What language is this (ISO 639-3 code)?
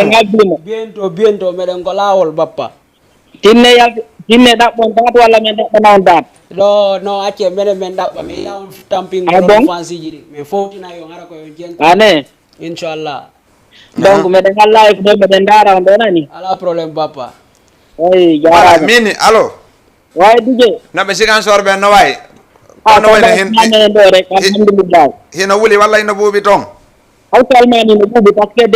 ful